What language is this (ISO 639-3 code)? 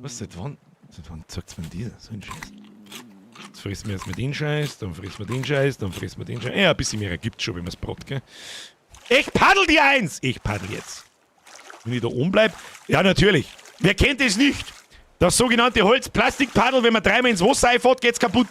bar